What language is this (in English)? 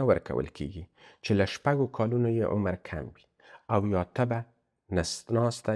Pashto